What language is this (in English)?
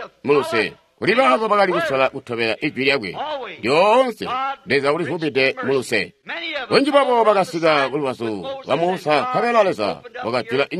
Tonga (Zambia)